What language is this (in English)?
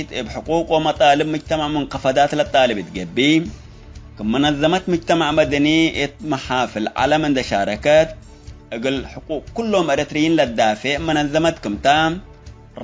Tigre